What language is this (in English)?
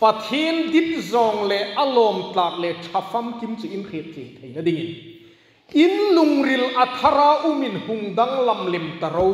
Hmar